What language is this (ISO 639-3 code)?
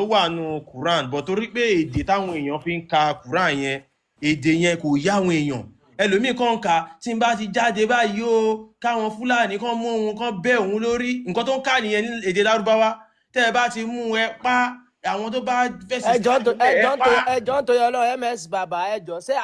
yor